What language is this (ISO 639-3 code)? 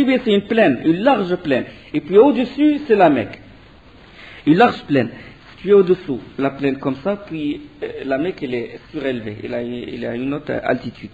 fra